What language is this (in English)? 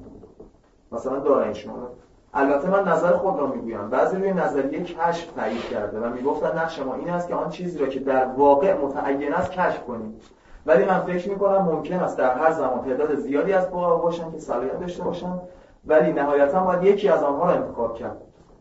Persian